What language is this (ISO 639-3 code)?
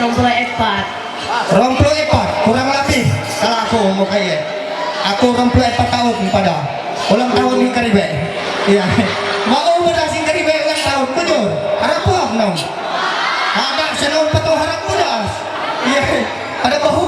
mhy